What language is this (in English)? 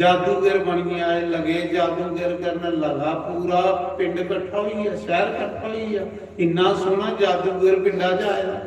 Dogri